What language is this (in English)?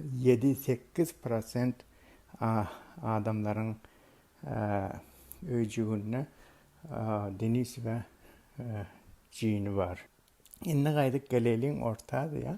Turkmen